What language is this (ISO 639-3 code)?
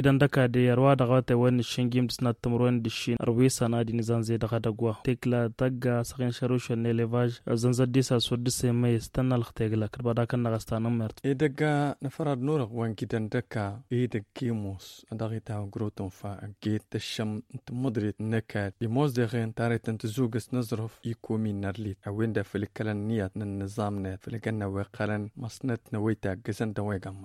taq